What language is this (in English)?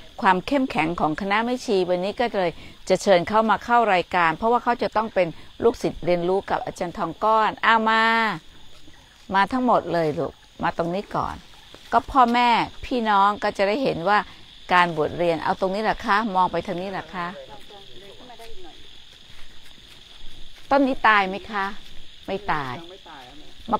Thai